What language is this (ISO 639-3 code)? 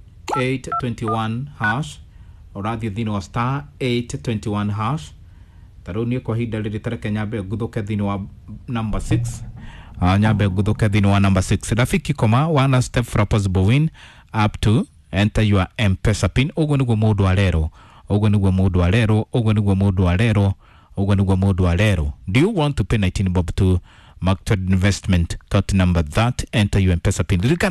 kik